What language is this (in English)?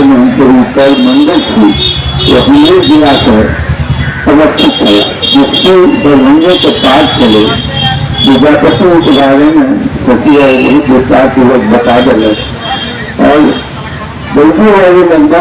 Maithili